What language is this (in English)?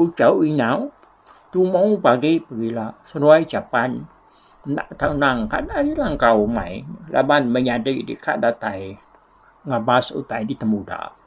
Iban